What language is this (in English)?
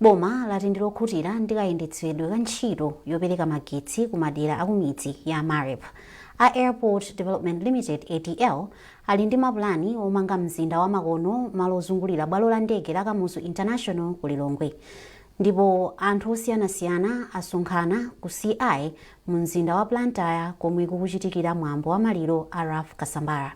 Nyanja